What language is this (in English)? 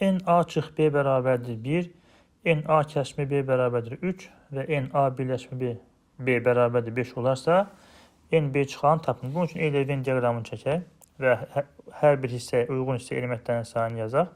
Azerbaijani